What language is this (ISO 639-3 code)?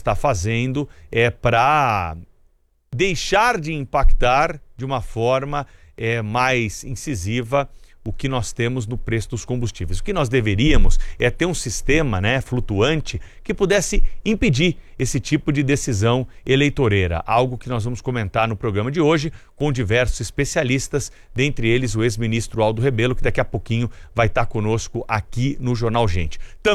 por